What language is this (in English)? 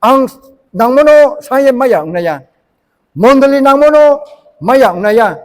Riang (India)